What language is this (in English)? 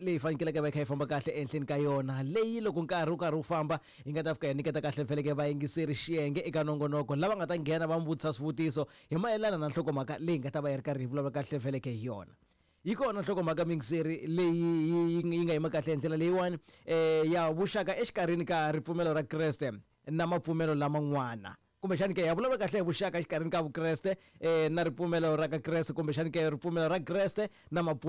Tsonga